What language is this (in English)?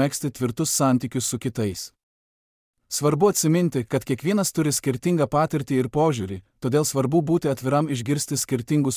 Lithuanian